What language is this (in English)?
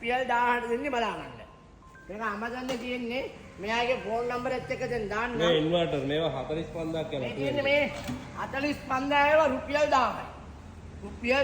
Sinhala